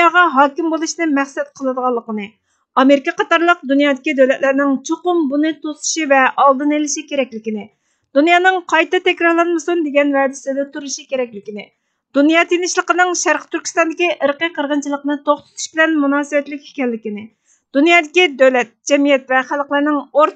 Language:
Uyghur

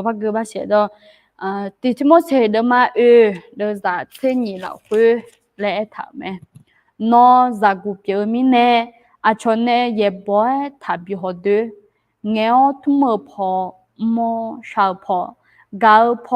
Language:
Akha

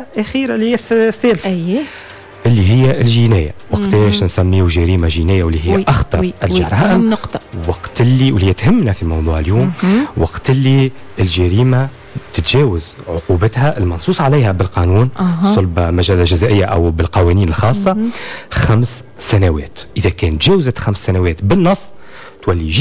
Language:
Tunisian Arabic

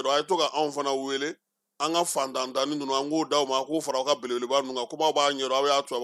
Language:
Bambara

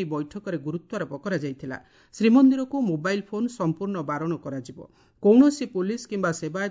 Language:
Odia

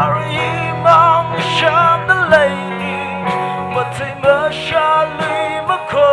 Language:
Tangkhul Naga (India)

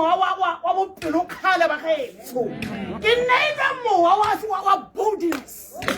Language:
Tswana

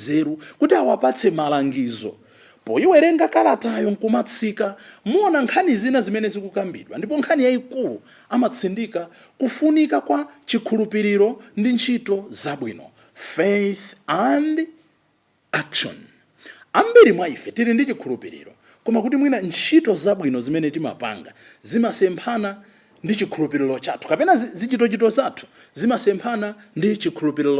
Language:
Nyanja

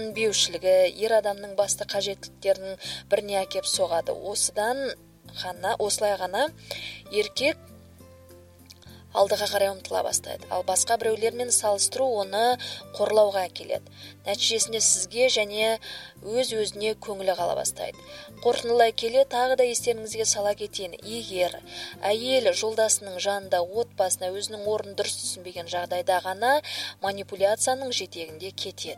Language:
Kazakh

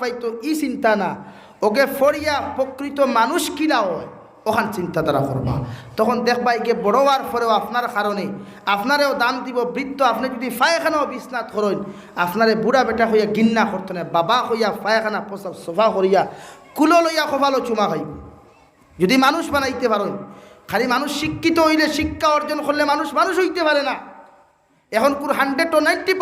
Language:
Sylheti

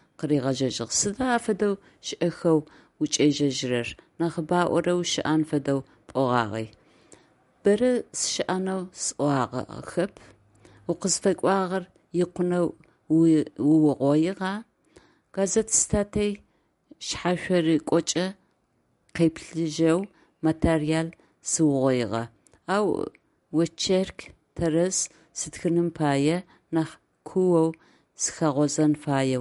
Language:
Adyghe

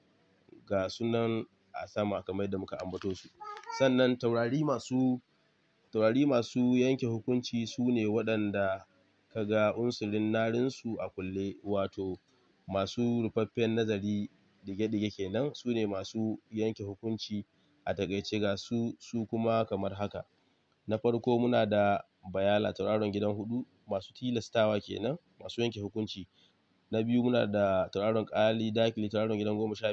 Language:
Hausa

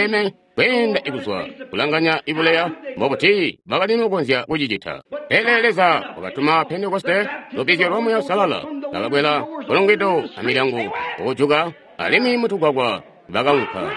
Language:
Tonga (Zambia)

